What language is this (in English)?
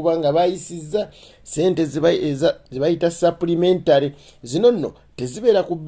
Ganda